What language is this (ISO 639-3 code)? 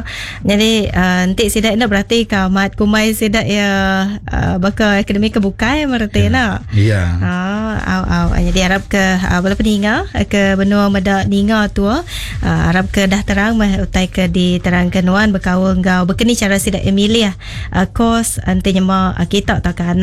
iba